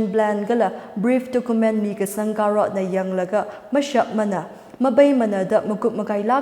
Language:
Tangkhul Naga (India)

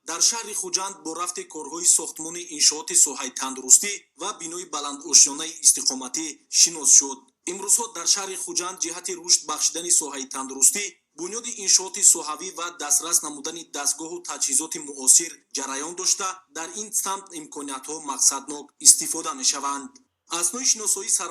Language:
Tajik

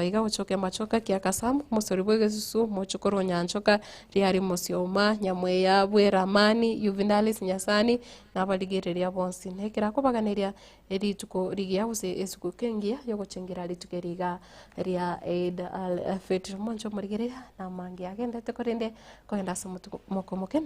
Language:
Gusii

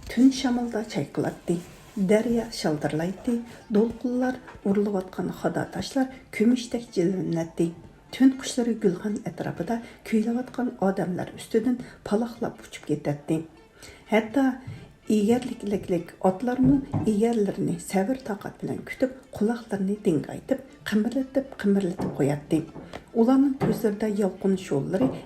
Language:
Uyghur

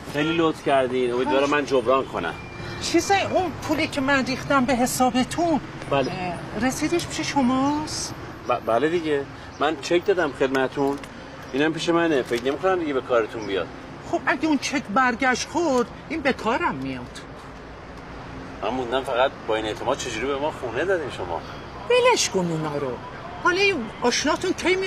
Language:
Persian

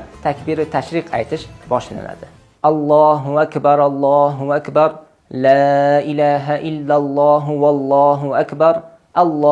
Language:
Uzbek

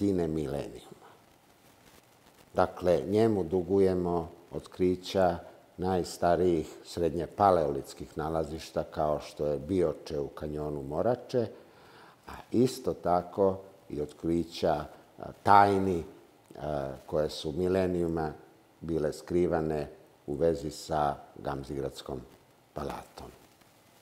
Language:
Serbian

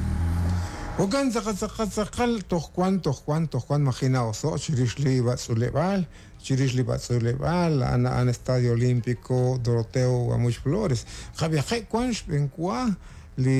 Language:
Kekchí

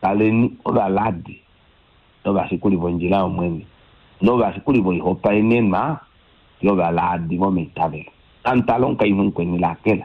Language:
Kuanyama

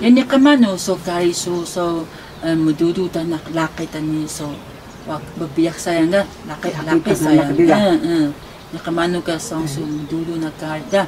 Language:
Taroko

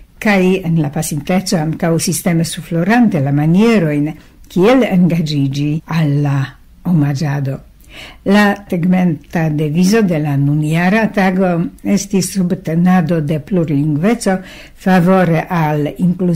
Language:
Esperanto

